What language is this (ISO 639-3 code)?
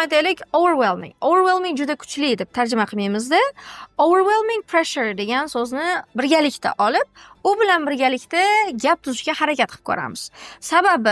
uzb